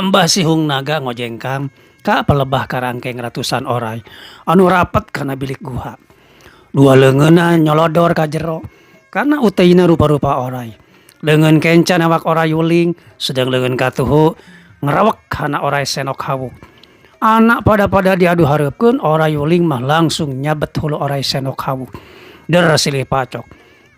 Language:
Sundanese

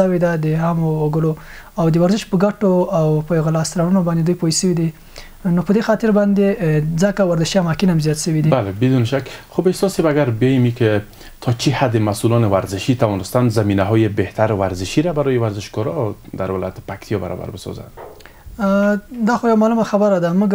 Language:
Pashto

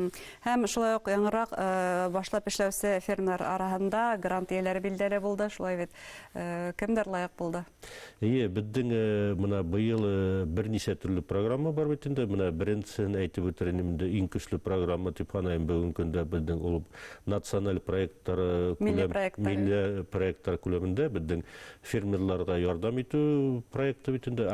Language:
Bashkir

